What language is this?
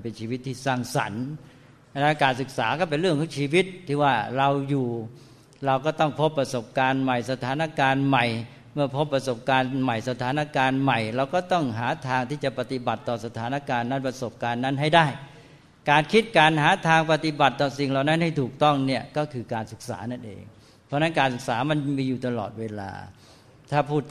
Thai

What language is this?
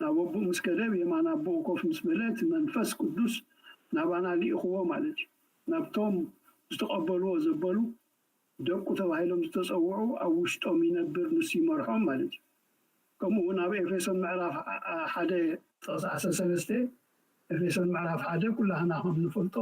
Tigrinya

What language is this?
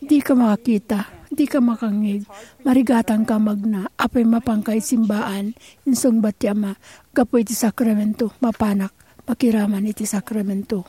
Iloko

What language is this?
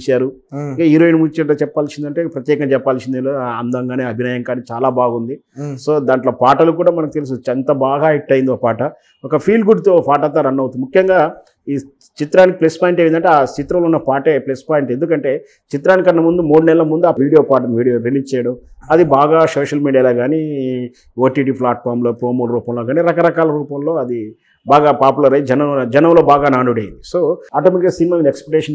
Telugu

